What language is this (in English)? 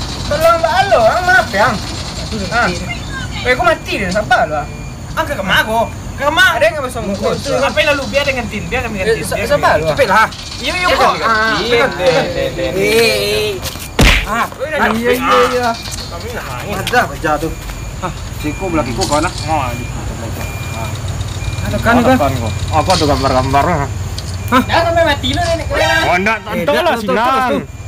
Minangkabau